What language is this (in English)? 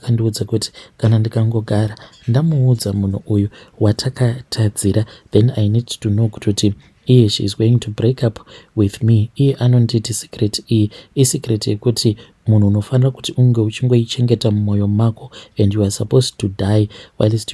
Shona